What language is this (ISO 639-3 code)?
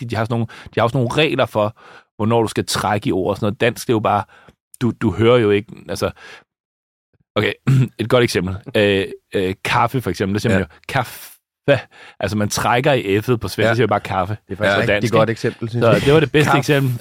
dan